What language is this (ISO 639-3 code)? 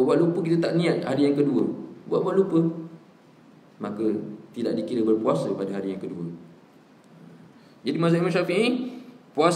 msa